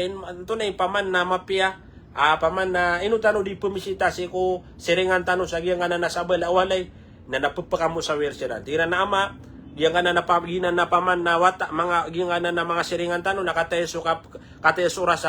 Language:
Maranao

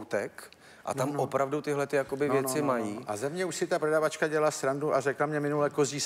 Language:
Czech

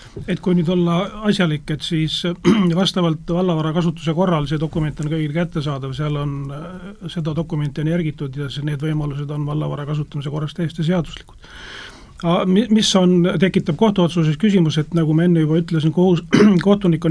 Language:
Estonian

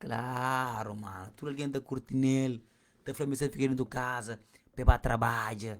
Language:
Kabuverdianu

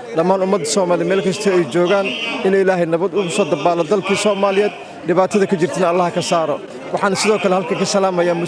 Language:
Somali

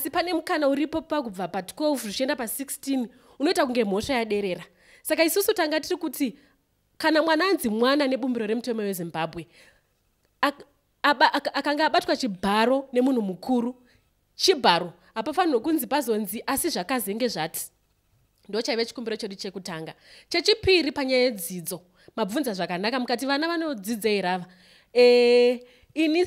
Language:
Shona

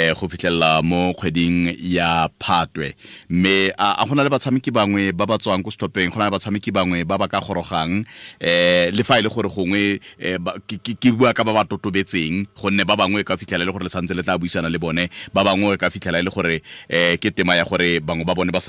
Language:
Tswana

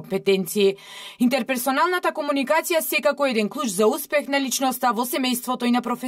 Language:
Macedonian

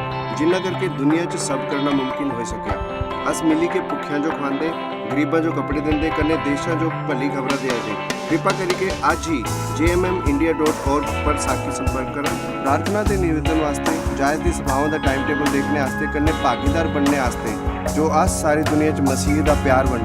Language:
Dogri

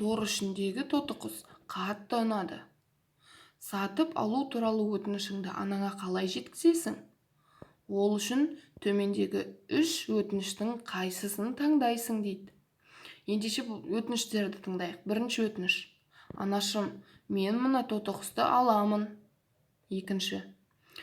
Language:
Kazakh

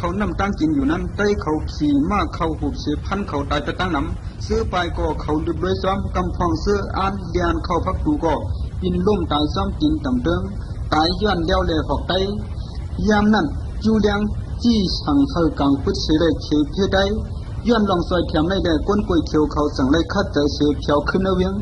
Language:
Shan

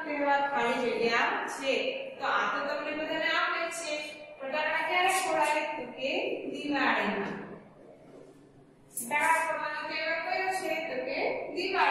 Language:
Gujarati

